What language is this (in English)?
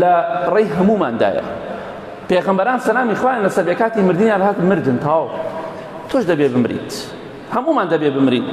Central Kurdish